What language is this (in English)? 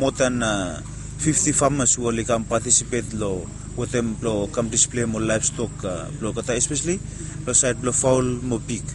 Bislama